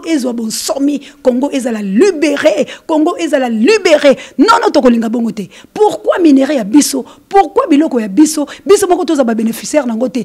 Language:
Lingala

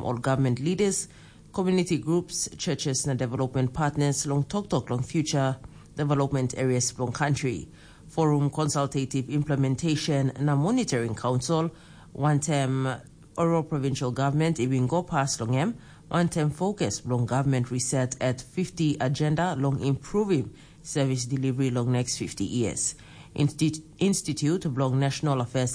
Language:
Tok Pisin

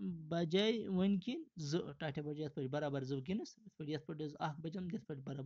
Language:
Kashmiri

